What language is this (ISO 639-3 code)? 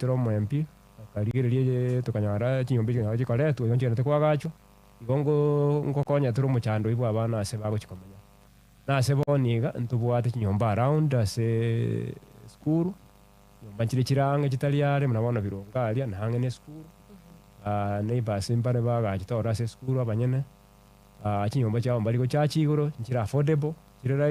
guz